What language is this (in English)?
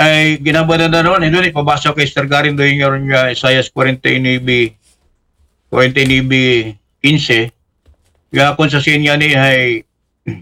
Aklanon